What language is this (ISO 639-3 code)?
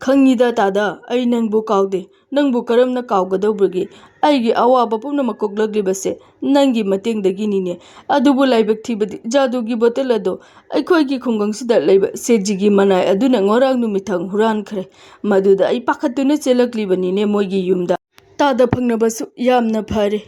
mni